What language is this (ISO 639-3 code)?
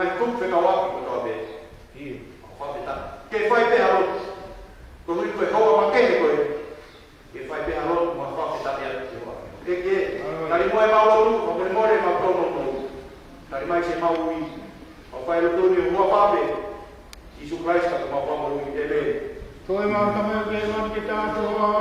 ton